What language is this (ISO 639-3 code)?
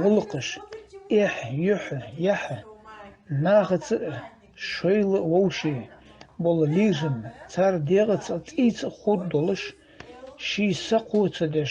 inh